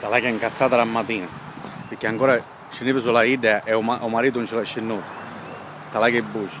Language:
Sicilian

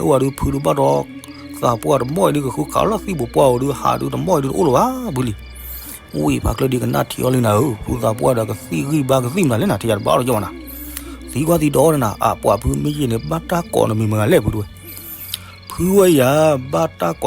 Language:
S'gaw Karen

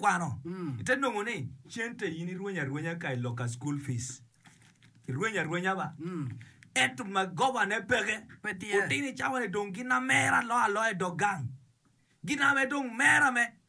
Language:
Acoli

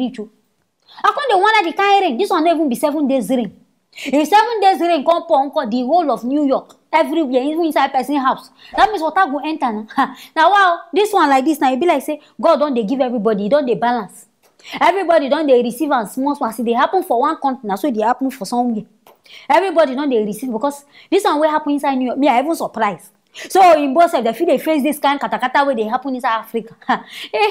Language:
Nigerian Pidgin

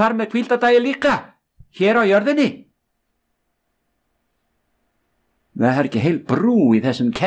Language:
Icelandic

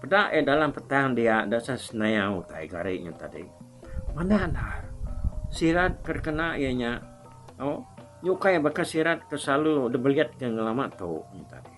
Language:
Iban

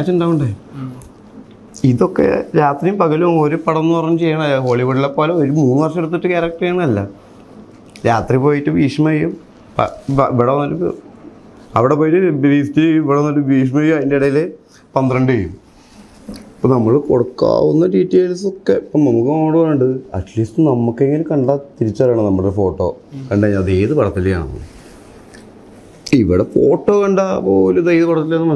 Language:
Malayalam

